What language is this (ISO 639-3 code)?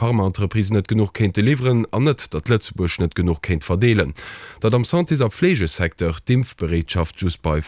ltz